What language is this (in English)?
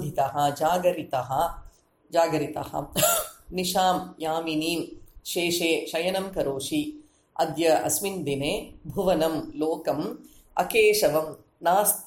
Sanskrit